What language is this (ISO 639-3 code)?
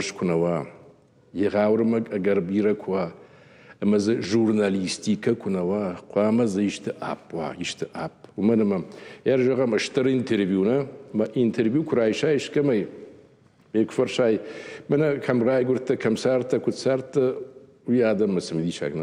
oss